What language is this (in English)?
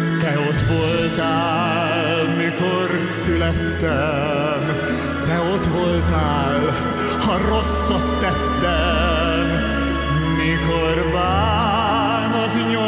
Hungarian